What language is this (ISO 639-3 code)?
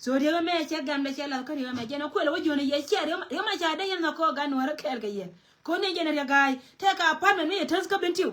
nus